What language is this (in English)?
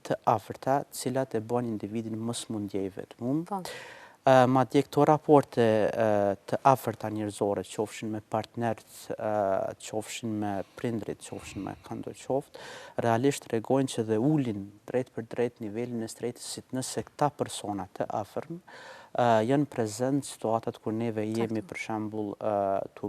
Albanian